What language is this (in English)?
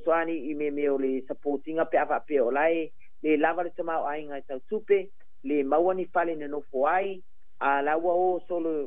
Samoan